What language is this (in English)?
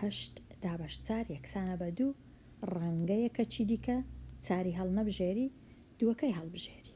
Central Kurdish